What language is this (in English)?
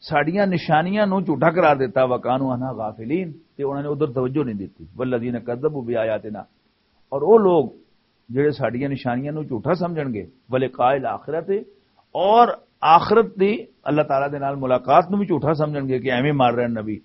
Western Panjabi